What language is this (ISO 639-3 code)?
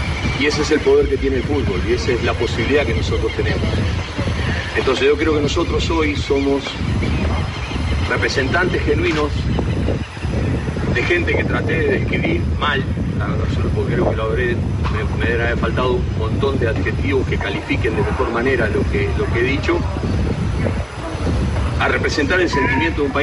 spa